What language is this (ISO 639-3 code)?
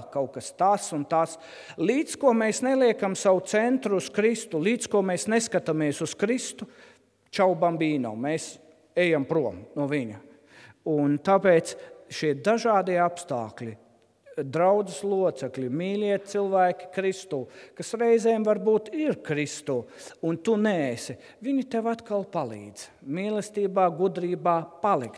lav